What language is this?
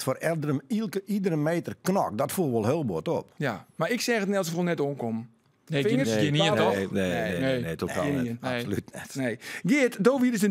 Western Frisian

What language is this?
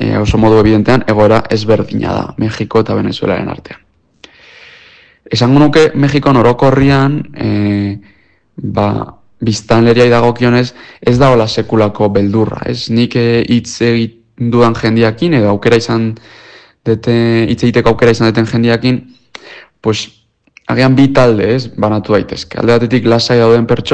Basque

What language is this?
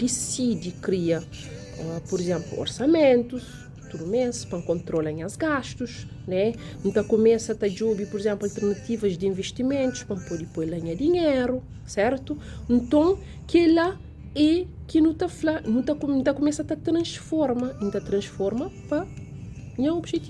Kabuverdianu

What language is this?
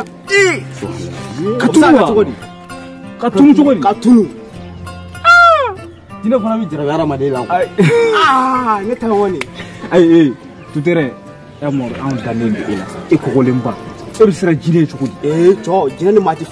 Bambara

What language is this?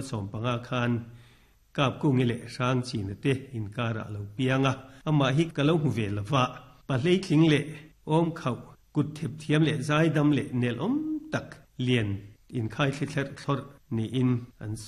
Mizo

